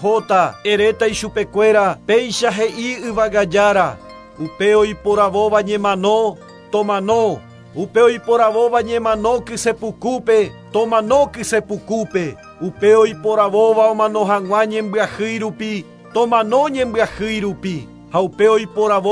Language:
Guarani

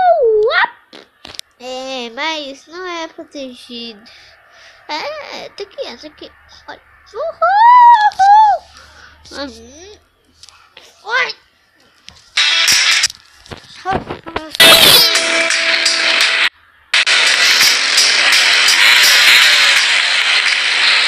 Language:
Portuguese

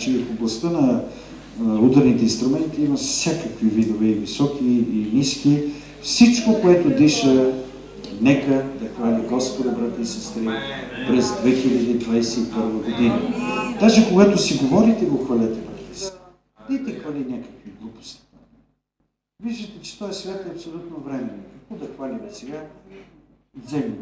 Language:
Bulgarian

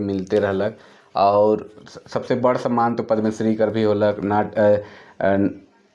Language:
Sadri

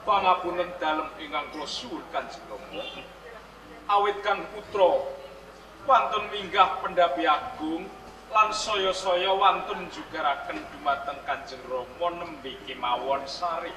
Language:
Javanese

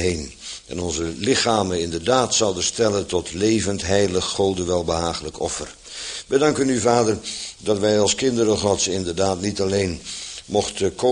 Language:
Dutch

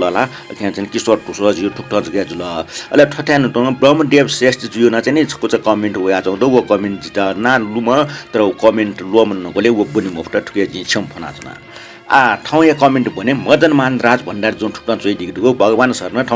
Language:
Newari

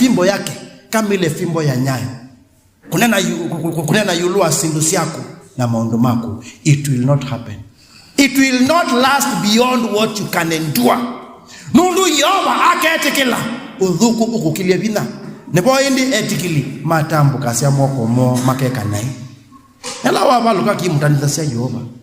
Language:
Kamba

